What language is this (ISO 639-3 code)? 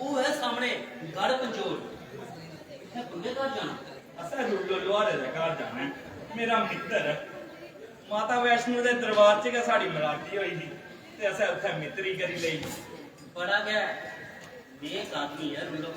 doi